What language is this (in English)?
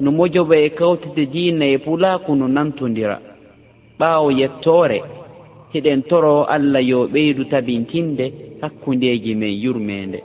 Fula